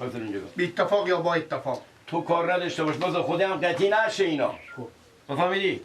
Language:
Persian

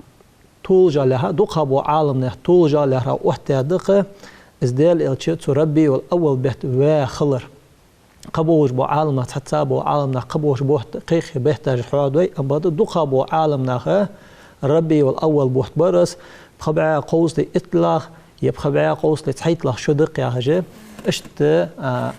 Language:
Ingush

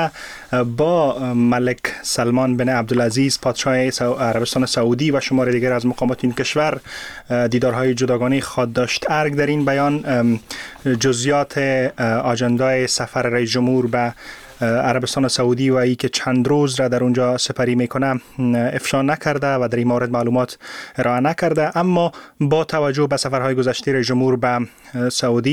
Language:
Persian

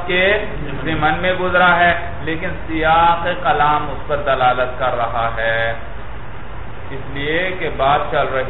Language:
Urdu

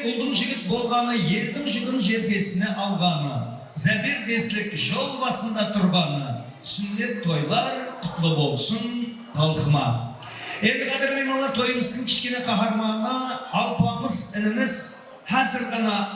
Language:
Kara-Kalpak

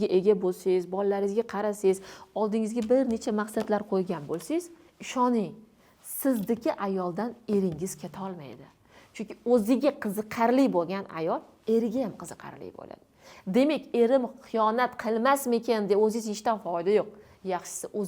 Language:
Uzbek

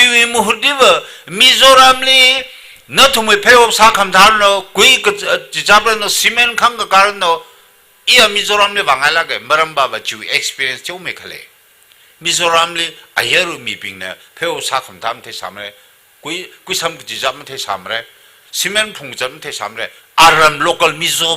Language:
Tangkhul Naga (India)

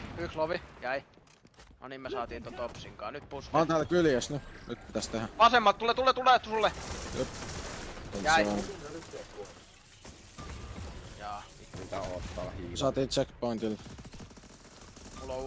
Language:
Finnish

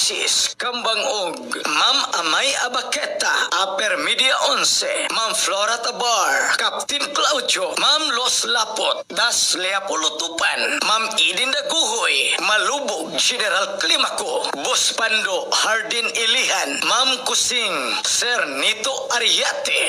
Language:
Cebuano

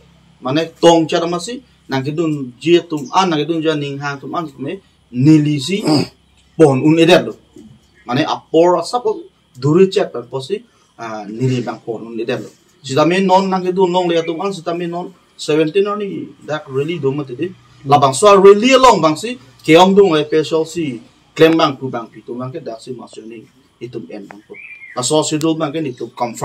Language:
Karbi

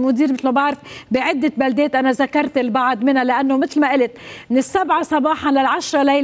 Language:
North Levantine Arabic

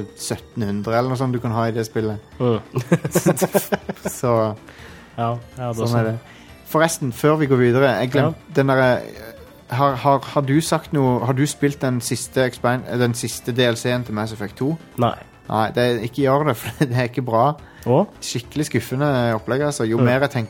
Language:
Norwegian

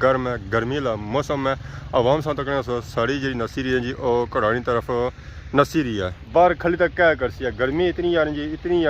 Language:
Pahari-Potwari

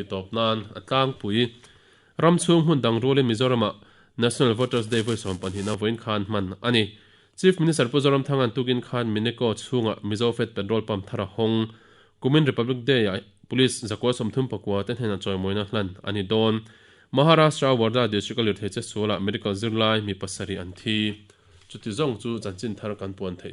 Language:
Mizo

